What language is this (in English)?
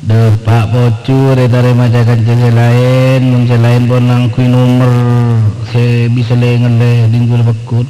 Madurese